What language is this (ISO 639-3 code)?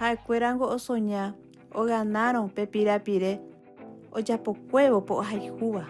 grn